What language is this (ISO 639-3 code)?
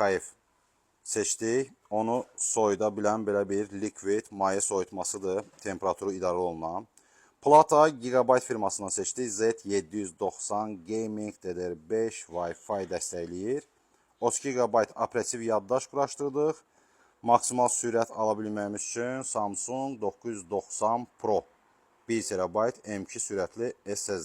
aze